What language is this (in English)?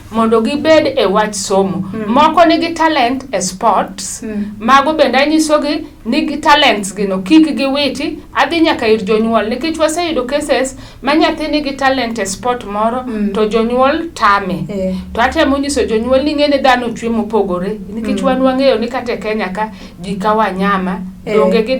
Luo (Kenya and Tanzania)